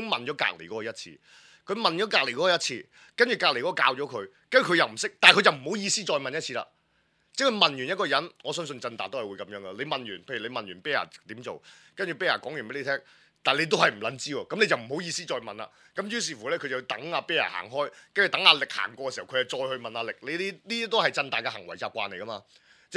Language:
Cantonese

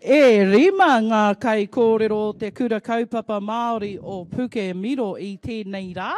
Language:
Māori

